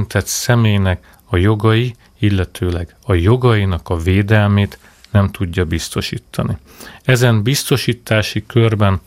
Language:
Hungarian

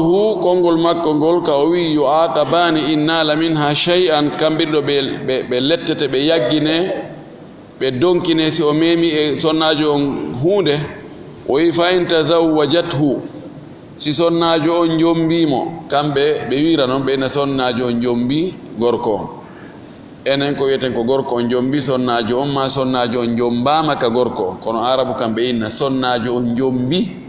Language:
Fula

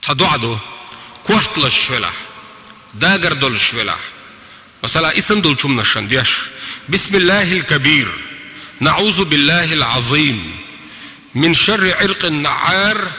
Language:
Chechen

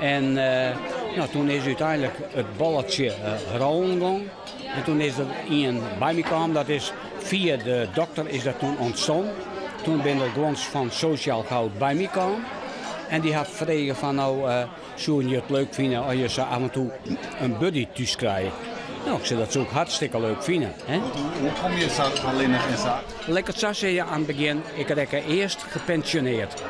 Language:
Western Frisian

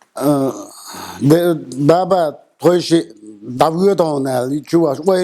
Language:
Chechen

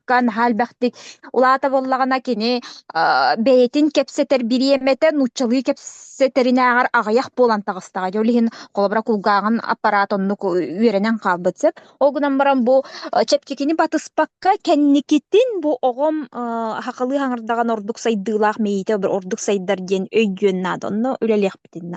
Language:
Yakut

